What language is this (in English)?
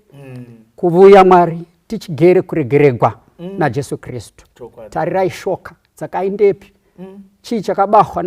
Shona